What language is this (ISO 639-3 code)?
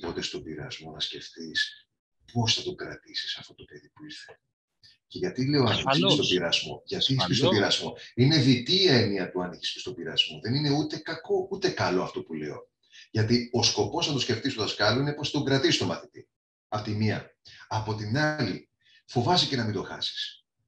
ell